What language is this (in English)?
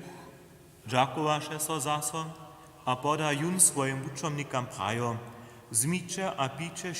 Upper Sorbian